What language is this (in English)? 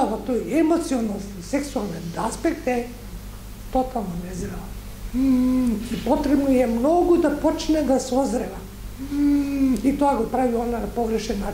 Macedonian